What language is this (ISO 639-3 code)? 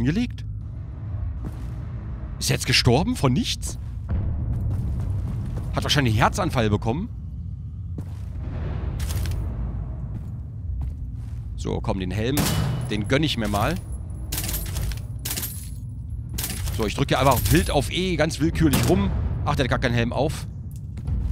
deu